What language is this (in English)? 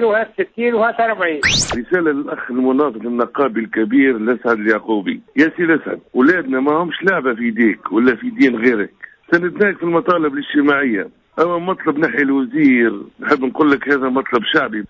Tunisian Arabic